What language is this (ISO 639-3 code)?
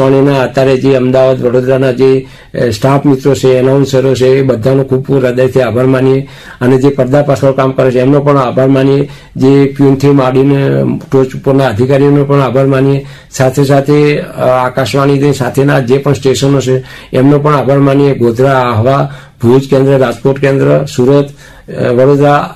guj